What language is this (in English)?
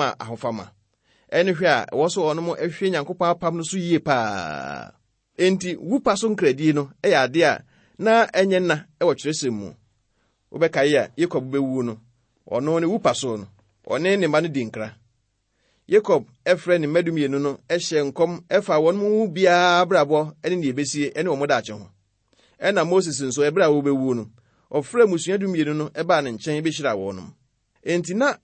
Akan